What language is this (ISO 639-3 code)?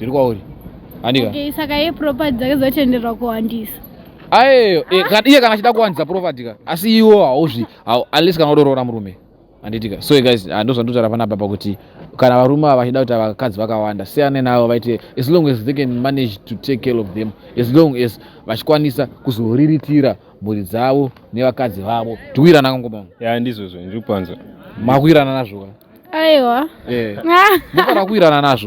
sna